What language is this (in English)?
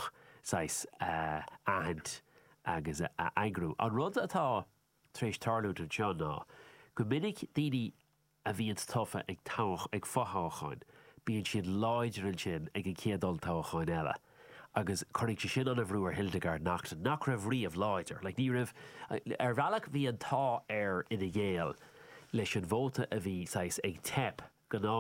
Irish